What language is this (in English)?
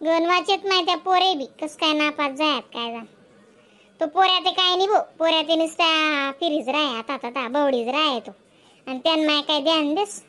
Khandesi